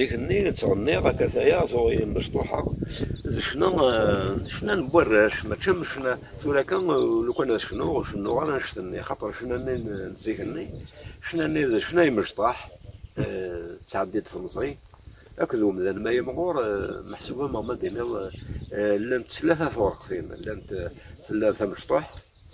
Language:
Kabyle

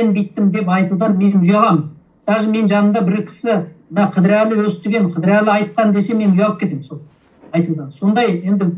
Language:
Kazakh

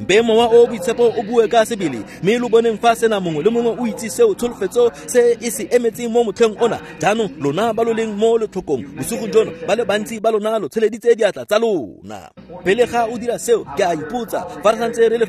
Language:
Tswana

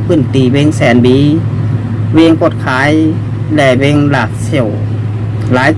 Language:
Shan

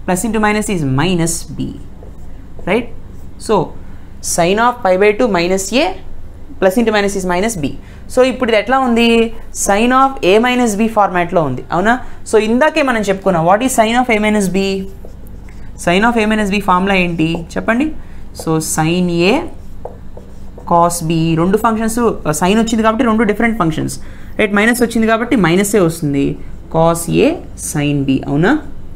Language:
Telugu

